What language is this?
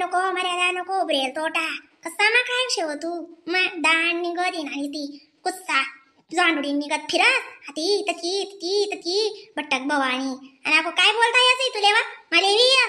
Khandesi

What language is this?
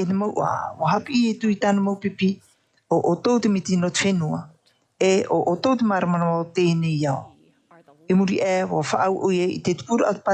Tahitian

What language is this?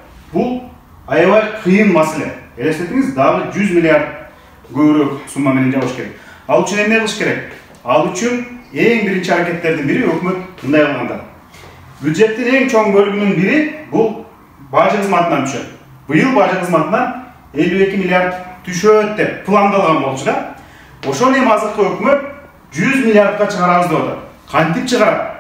Kyrgyz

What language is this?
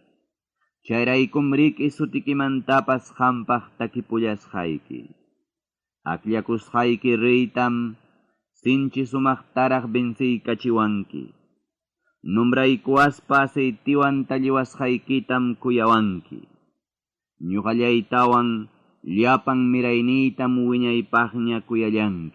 Ayacucho Quechua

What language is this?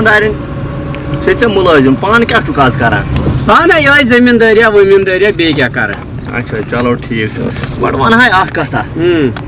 Kashmiri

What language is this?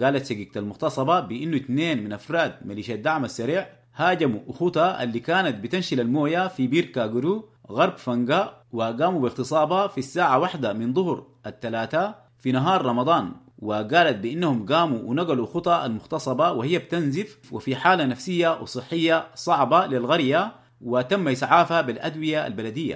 Sudanese Arabic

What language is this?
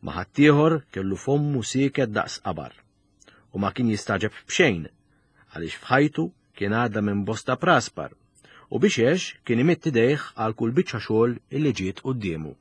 Maltese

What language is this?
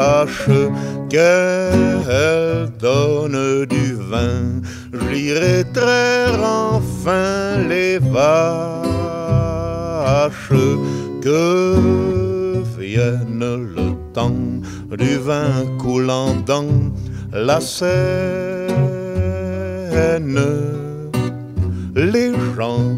French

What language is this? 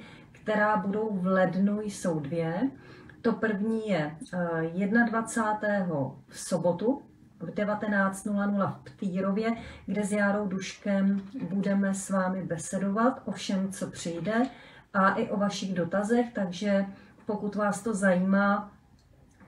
Czech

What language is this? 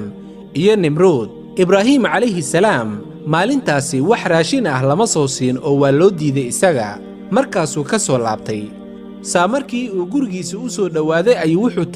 Somali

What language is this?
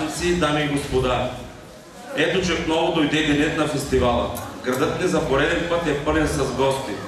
Bulgarian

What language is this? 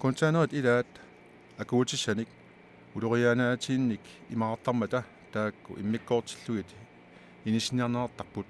Kalaallisut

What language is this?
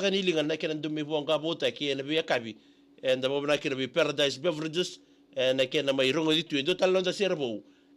Fijian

